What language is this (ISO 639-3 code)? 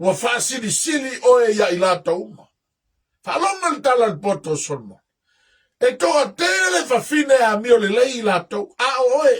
smo